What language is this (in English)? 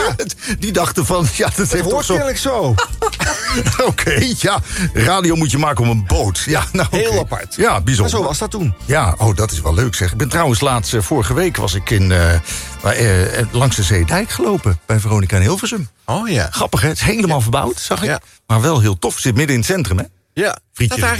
Dutch